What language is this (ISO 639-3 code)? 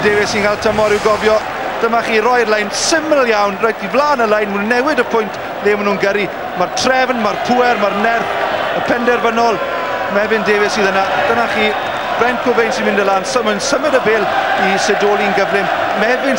cym